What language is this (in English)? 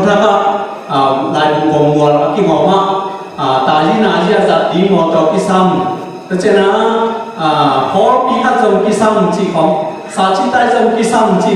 Tedim Chin